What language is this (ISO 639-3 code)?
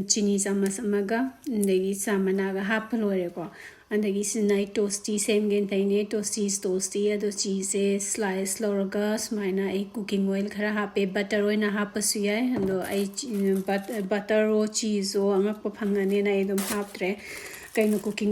mni